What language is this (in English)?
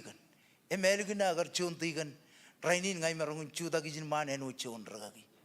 Marshallese